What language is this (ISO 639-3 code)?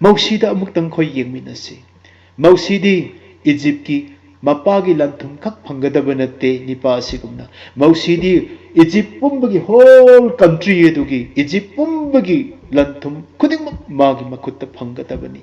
mni